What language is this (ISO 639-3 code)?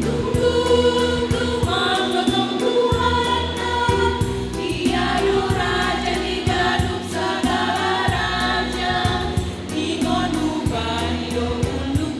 bts